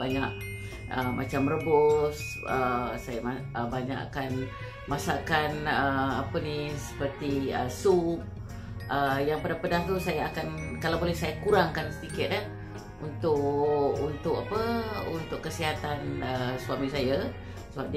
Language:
Malay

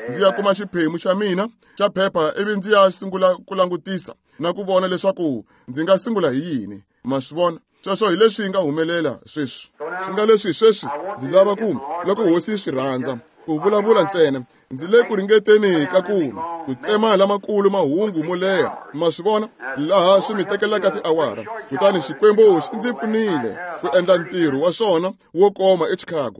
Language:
Tsonga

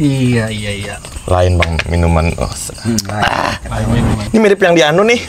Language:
Banjar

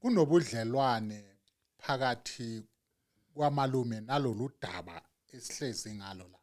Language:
Zulu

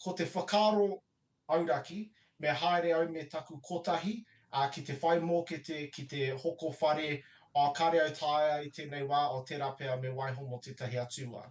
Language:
Māori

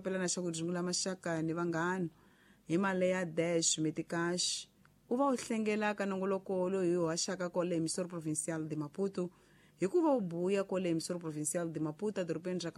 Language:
Tsonga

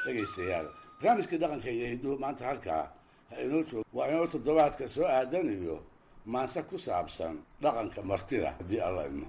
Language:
Somali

